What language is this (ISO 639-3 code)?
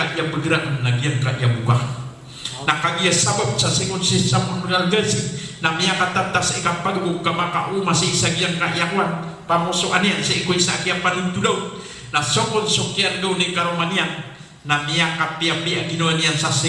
mrw